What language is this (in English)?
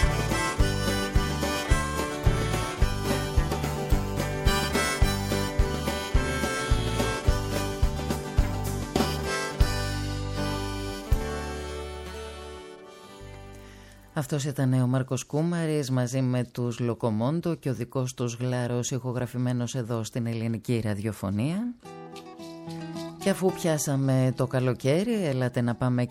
Greek